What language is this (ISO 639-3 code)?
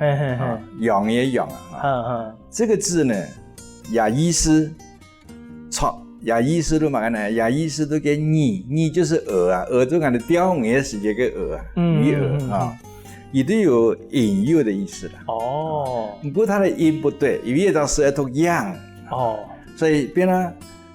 hak